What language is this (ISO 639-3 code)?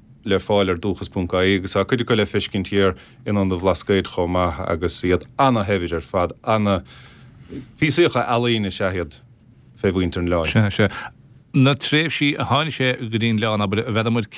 gle